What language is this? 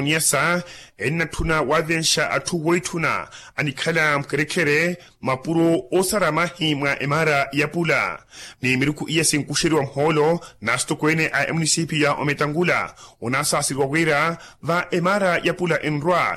Makhuwa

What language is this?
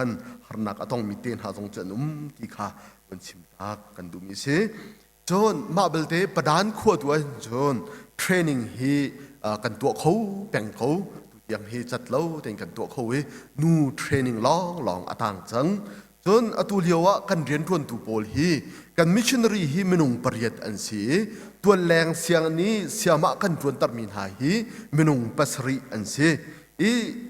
Hakha Chin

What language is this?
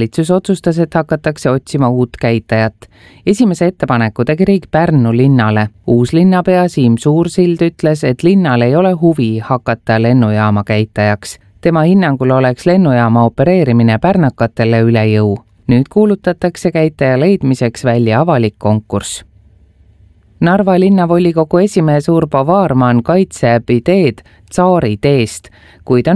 Estonian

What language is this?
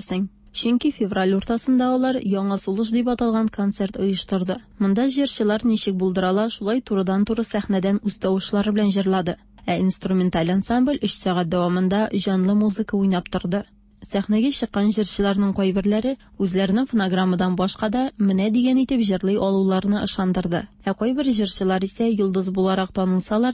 Tatar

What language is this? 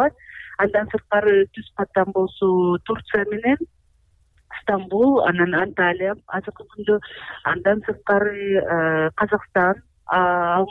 Kyrgyz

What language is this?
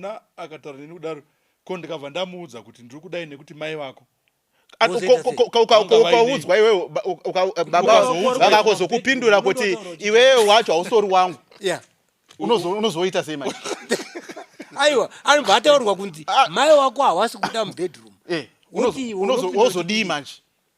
Shona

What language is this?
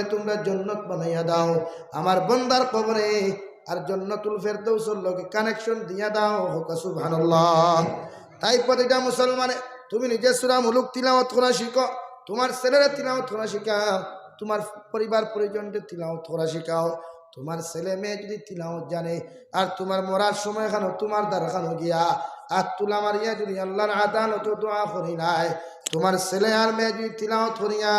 Sylheti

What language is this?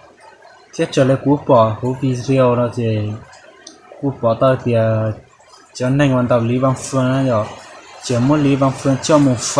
Hmong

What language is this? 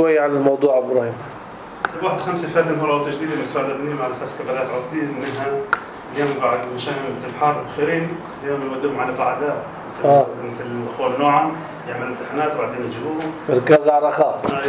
North Levantine Arabic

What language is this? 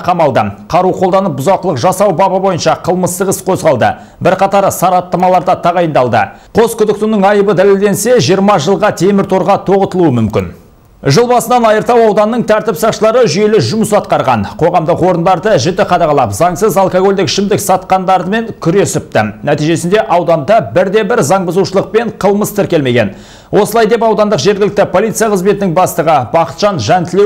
Kazakh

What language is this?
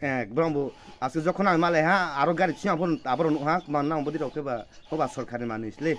Riang (India)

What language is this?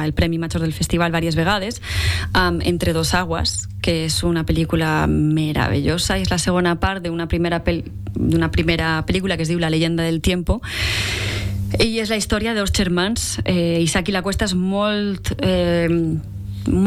Catalan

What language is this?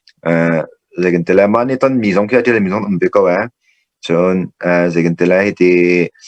Hakha Chin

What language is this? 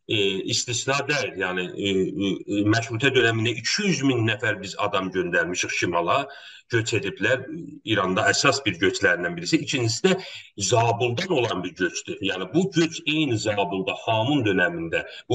South Azerbaijani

